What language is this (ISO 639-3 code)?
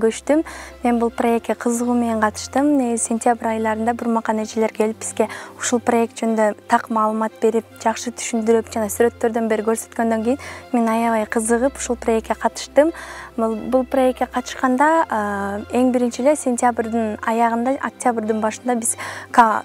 kir